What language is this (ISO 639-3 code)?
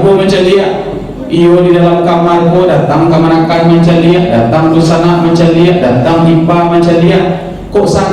min